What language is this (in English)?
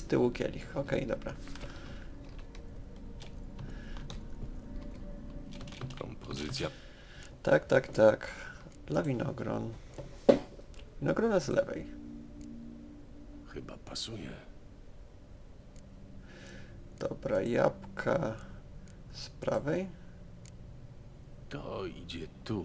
Polish